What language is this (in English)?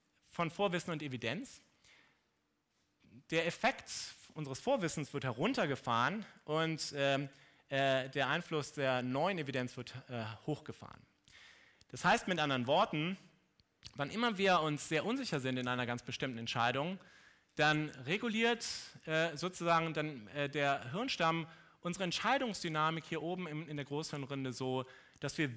German